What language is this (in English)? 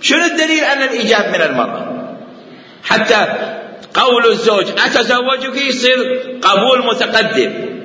Mesopotamian Arabic